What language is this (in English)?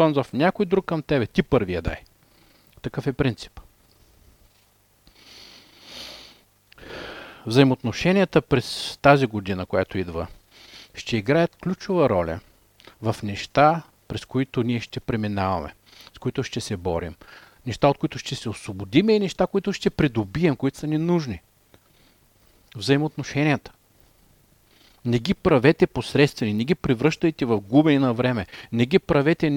Bulgarian